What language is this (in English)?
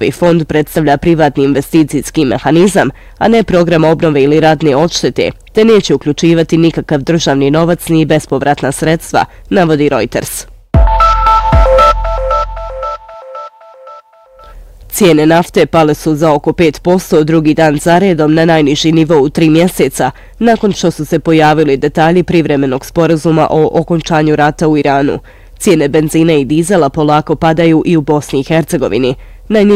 Bosnian